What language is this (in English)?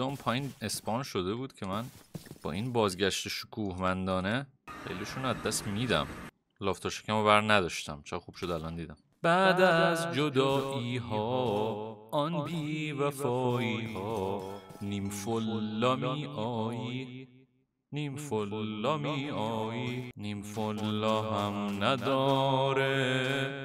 Persian